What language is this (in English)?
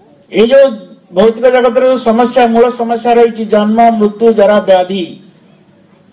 Odia